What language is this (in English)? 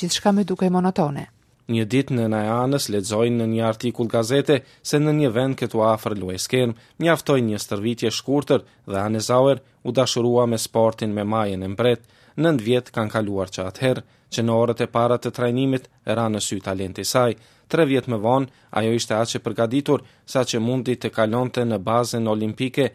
Albanian